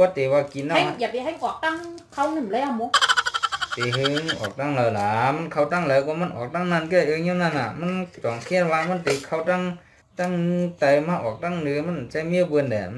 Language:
Shan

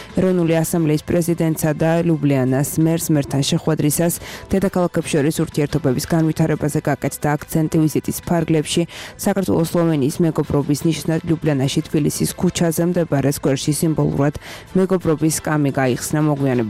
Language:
Georgian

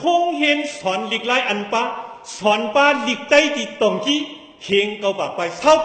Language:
Shan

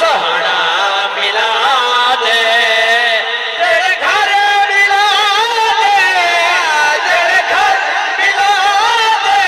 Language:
Saraiki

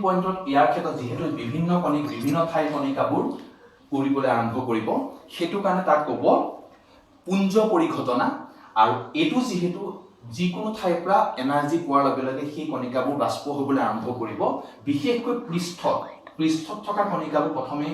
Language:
Assamese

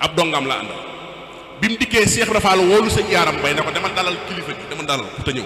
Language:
Wolof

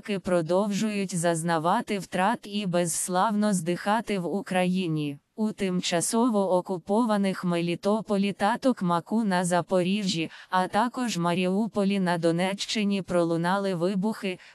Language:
Ukrainian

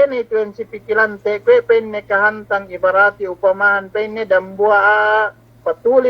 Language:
Yakan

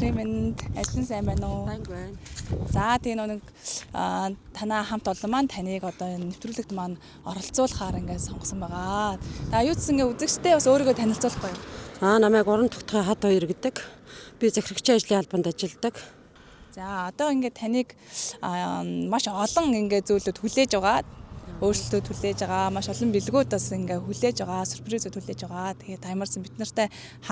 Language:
Mongolian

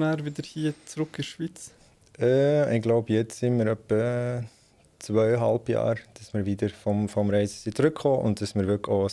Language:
Swiss German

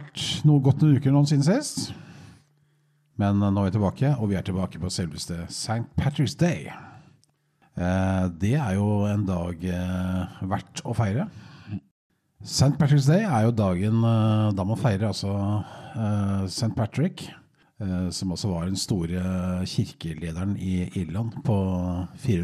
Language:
Norwegian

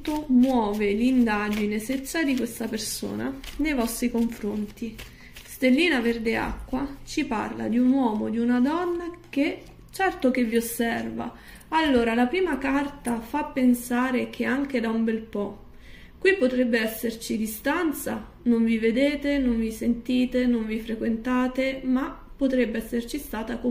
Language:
Italian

